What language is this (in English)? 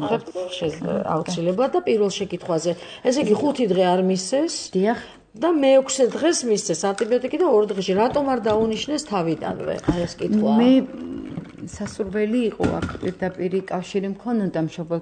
Georgian